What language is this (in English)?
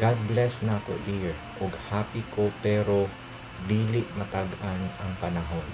Cebuano